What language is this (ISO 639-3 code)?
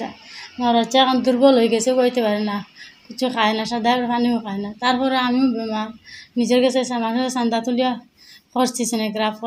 syl